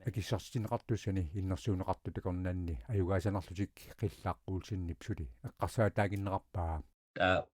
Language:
Kalaallisut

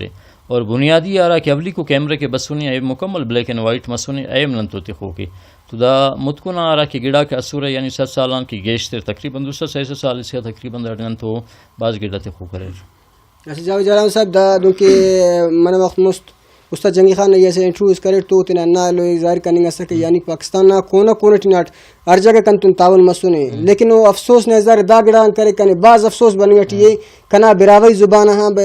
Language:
Brahui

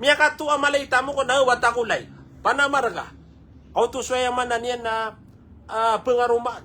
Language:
Maranao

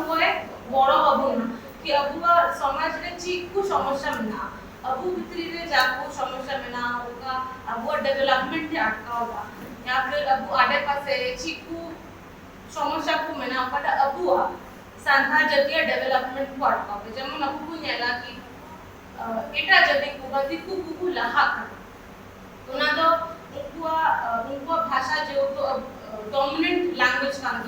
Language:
Santali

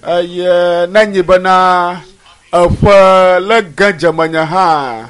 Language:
Ewe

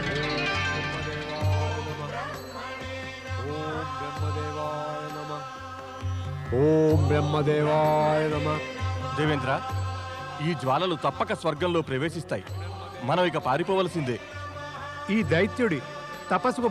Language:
Telugu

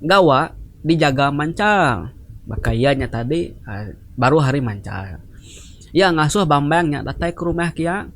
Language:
Iban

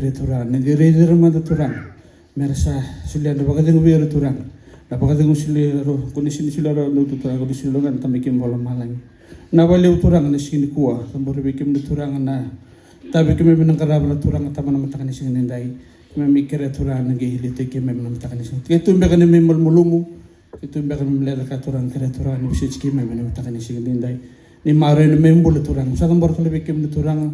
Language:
Fijian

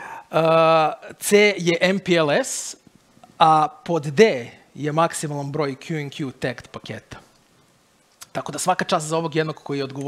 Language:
Serbian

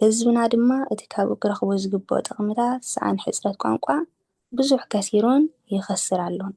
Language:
Tigrinya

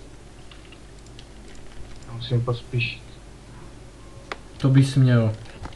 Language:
Czech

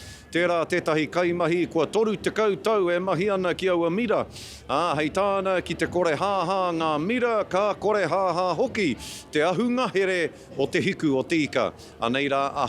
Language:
Māori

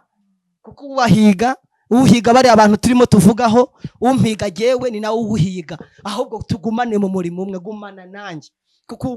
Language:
Kinyarwanda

